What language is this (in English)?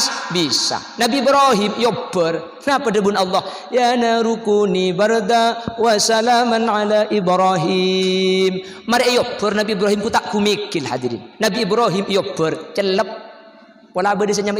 Madurese